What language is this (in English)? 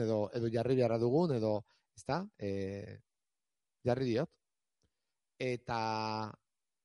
Basque